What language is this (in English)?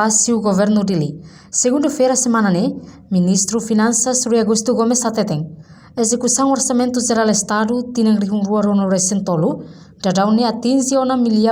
Tetum